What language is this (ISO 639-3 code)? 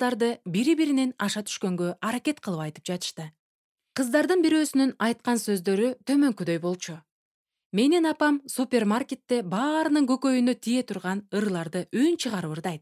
kir